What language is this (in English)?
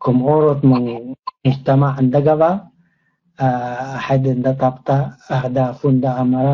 Tigre